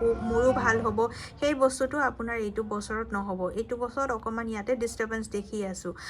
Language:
Assamese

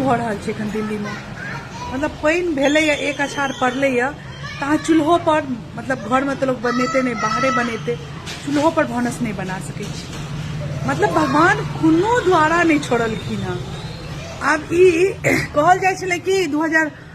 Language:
Maithili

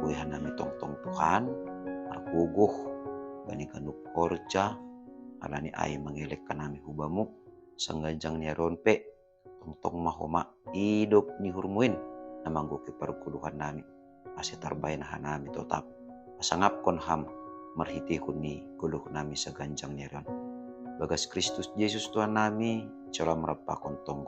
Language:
Batak Simalungun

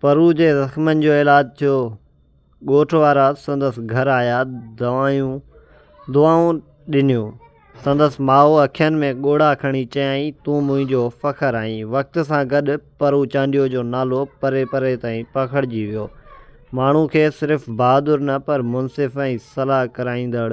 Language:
Sindhi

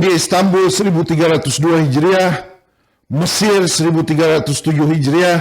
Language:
Banjar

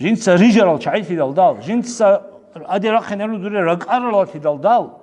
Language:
Avaric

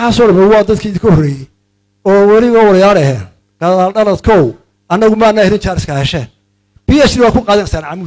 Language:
Somali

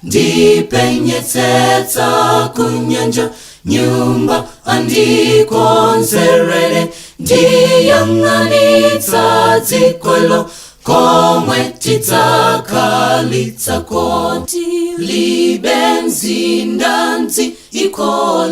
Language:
Nyanja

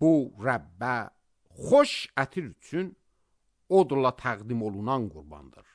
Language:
Azerbaijani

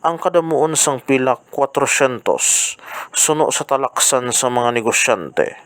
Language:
Hiligaynon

